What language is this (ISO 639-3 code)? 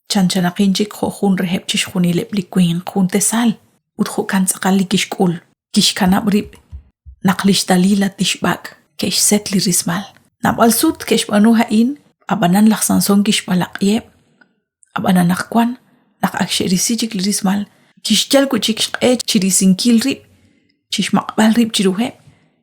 kek